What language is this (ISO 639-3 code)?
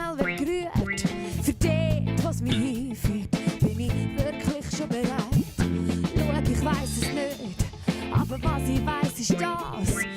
gsw